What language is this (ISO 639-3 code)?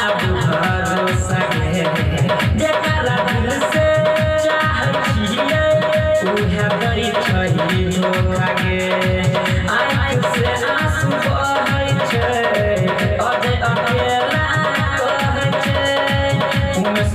mai